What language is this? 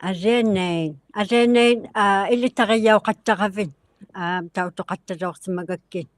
Inuktitut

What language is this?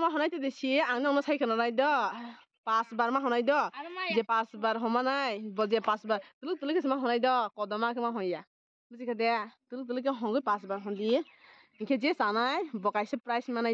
Kok Borok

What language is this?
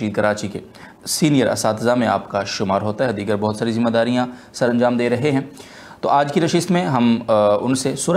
Urdu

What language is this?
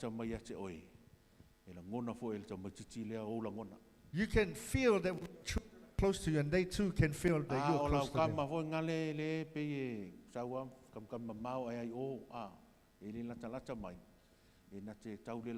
Samoan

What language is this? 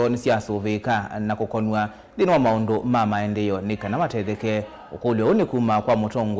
Kamba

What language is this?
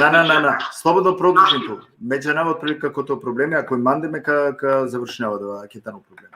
Balkan Romani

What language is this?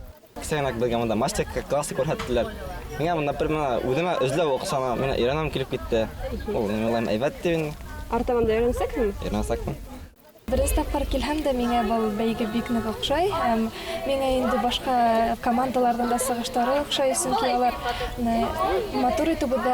Bashkir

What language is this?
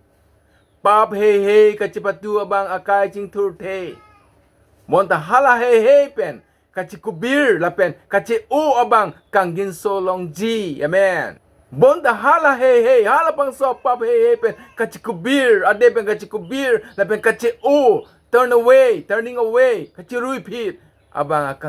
Karbi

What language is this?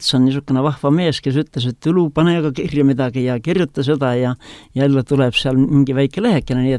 Estonian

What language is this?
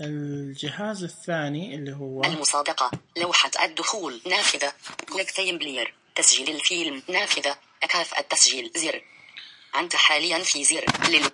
Najdi Arabic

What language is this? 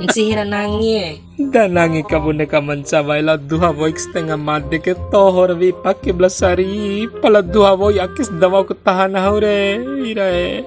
Bima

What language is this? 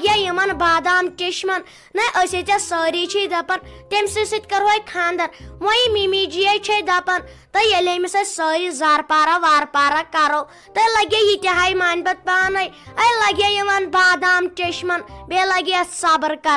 Kashmiri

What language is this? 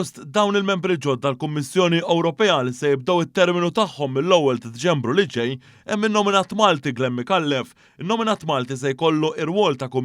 Maltese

